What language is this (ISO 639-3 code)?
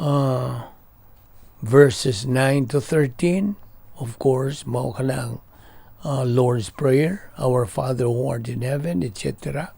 ceb